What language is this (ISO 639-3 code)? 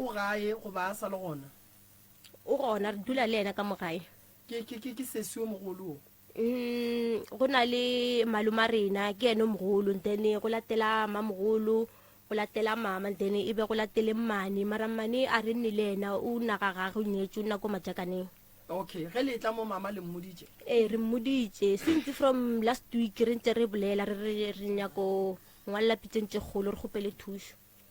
nso